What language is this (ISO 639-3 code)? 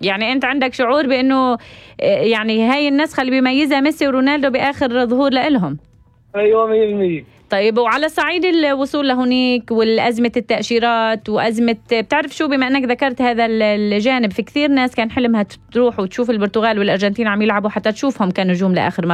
apc